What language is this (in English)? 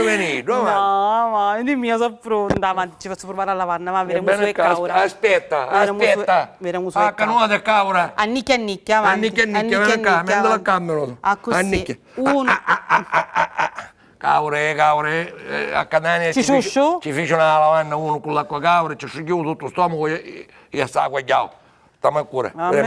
Sicilian